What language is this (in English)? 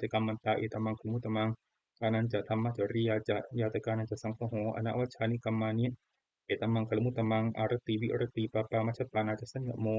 Pali